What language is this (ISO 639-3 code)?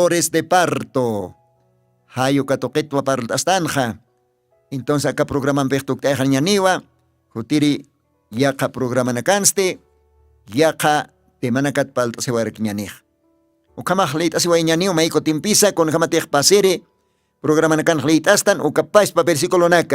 aym